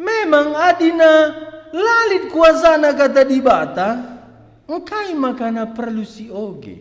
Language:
Batak Karo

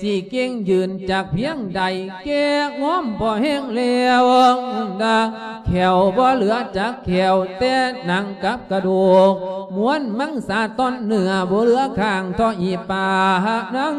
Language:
Lao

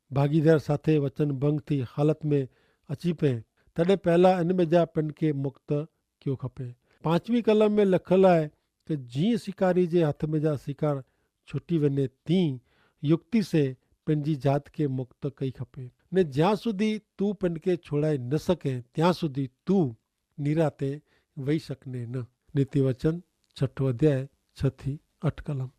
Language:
Kachhi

